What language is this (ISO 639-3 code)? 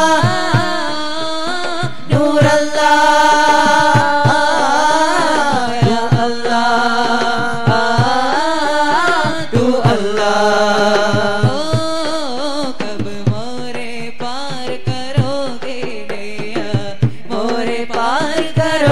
mal